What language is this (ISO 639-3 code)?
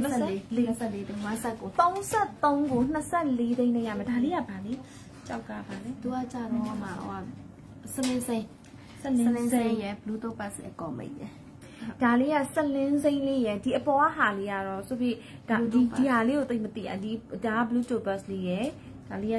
mya